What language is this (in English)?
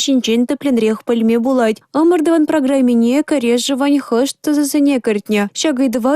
Chuvash